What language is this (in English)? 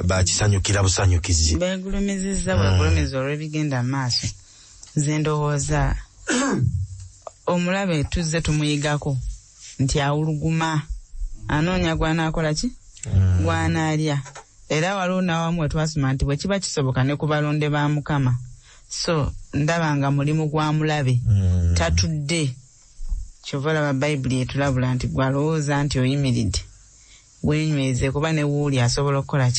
Ganda